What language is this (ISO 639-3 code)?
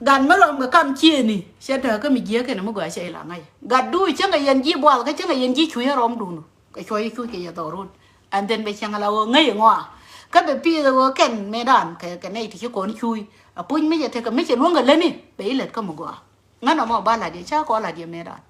nus